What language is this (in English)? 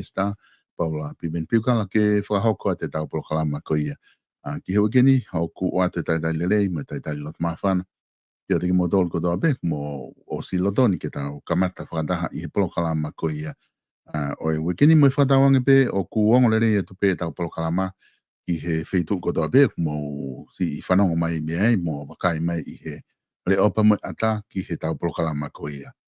Tongan